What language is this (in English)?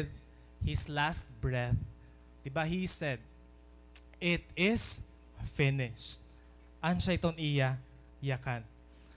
Waray